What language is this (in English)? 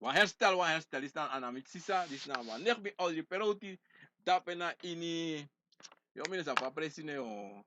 Sranan Tongo